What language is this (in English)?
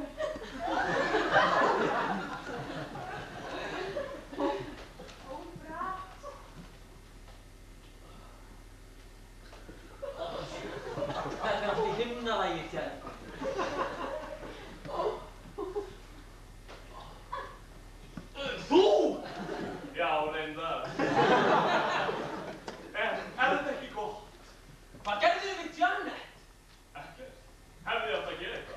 Icelandic